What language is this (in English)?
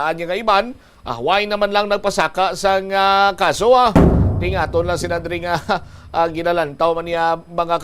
Hiligaynon